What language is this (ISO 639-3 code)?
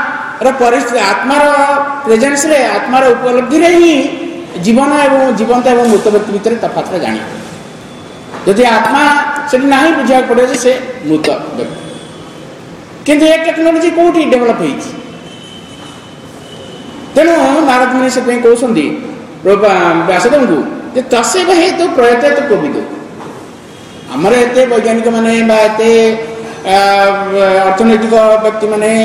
ori